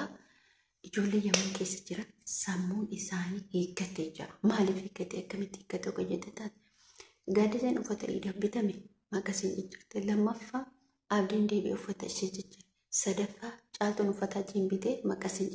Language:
Oromo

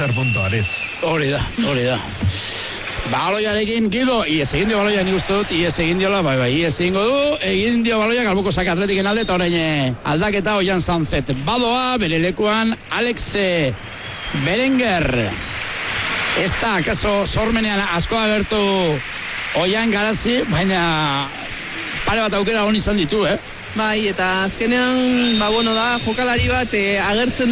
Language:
Basque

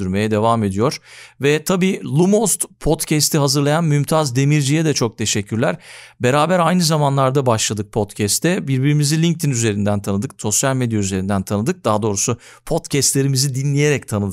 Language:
Turkish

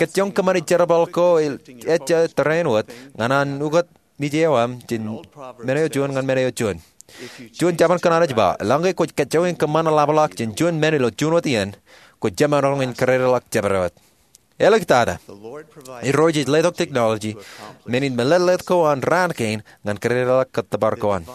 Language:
Marshallese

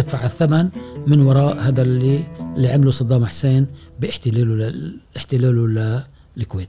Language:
Gulf Arabic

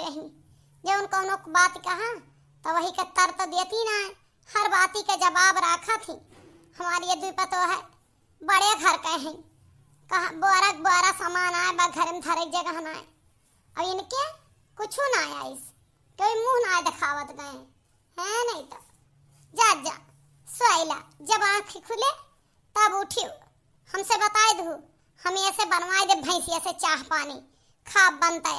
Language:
Awadhi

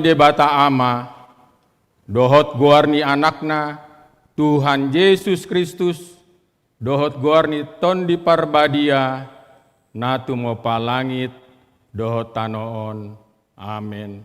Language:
Batak Toba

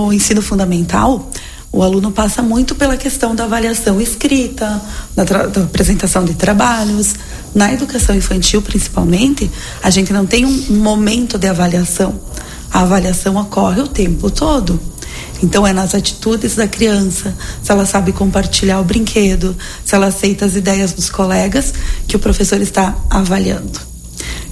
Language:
Portuguese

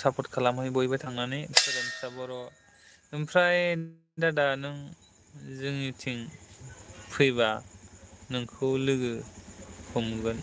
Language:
Bodo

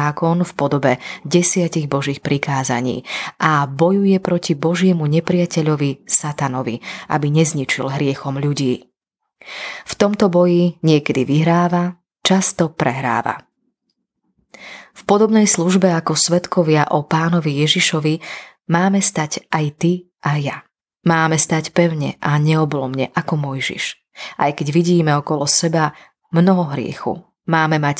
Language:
Slovak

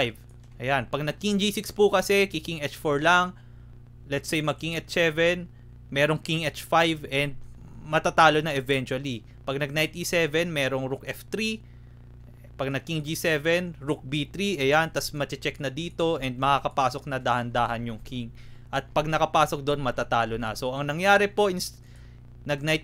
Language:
Filipino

